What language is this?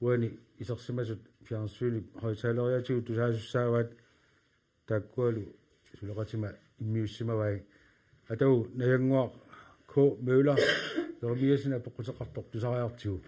Kalaallisut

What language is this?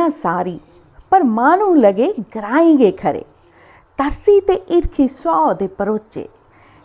Dogri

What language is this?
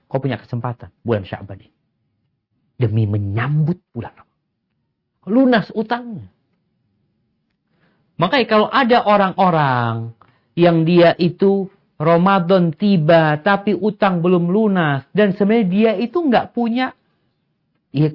Indonesian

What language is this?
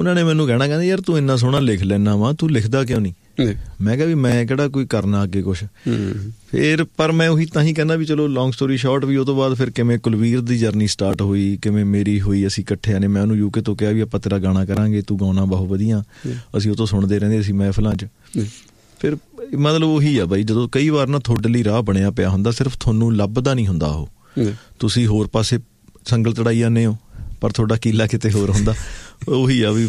Punjabi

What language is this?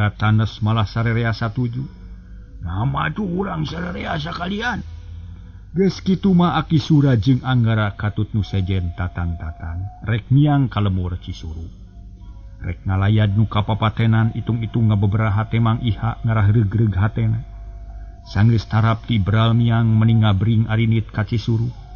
Sundanese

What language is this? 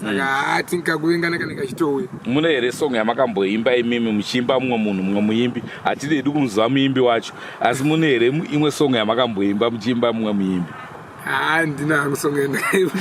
Shona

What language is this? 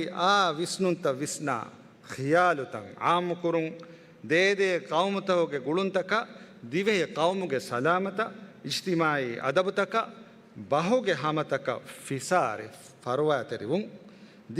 Divehi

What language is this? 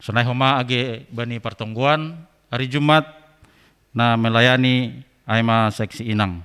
Batak Simalungun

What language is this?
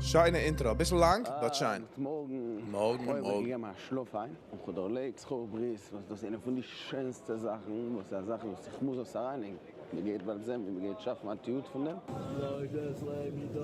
Yiddish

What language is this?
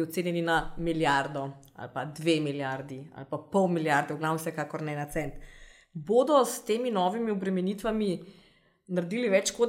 Slovenian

